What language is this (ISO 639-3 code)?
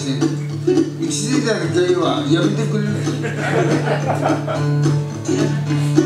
jpn